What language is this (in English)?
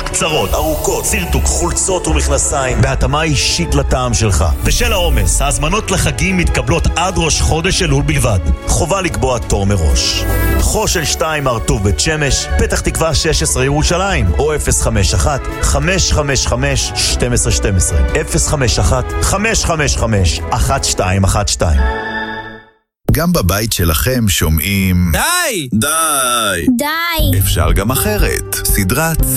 Hebrew